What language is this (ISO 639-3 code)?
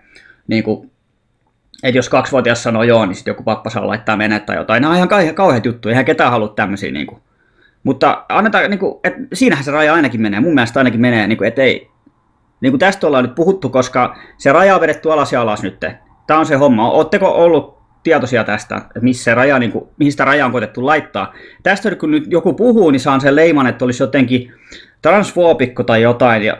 fin